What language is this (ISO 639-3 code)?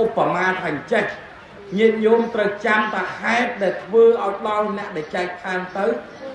khm